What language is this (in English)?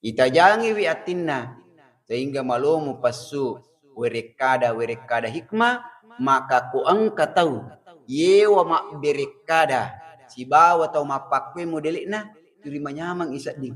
Buginese